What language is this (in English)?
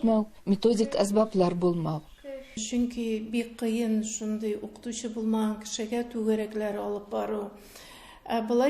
Tatar